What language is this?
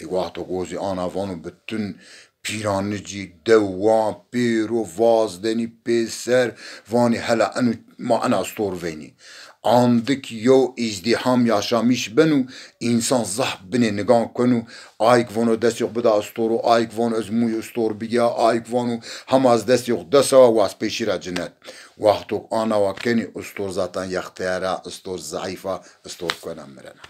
Zaza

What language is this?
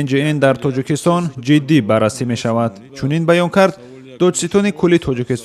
Tajik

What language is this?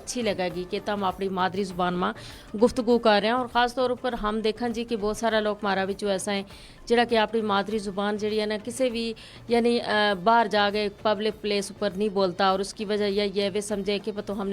Gujari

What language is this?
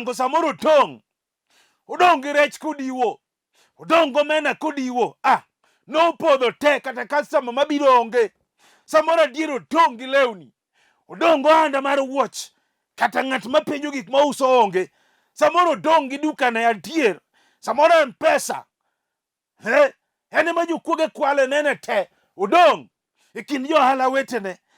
Luo (Kenya and Tanzania)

